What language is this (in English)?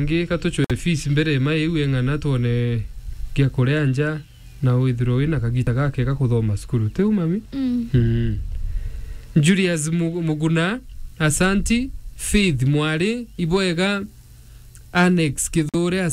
Meru